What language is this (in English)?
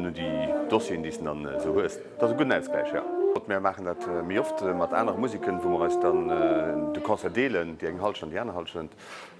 Luxembourgish